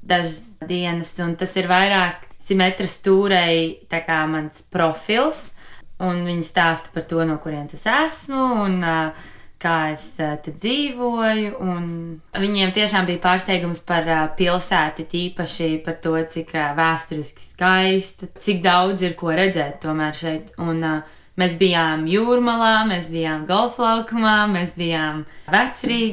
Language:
Latvian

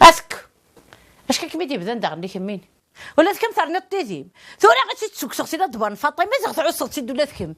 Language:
Kabyle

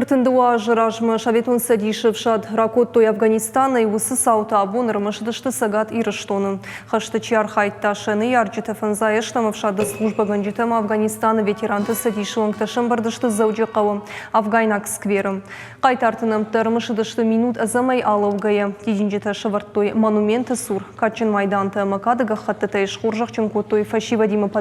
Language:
Ossetic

